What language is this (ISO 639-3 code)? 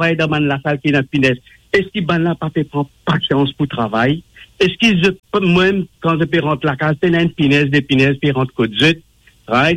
mfe